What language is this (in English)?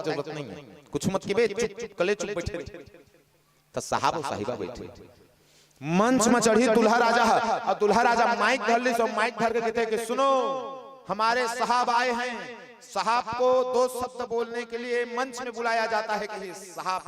Chhattisgarhi